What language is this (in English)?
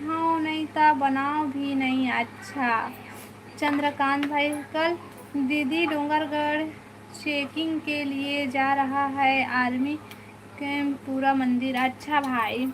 Chhattisgarhi